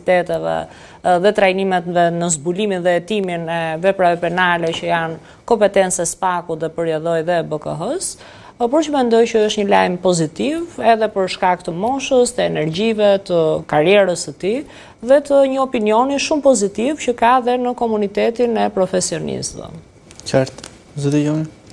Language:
Albanian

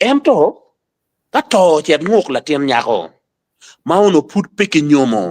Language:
Acoli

